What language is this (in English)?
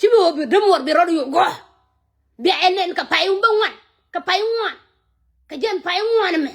Nuer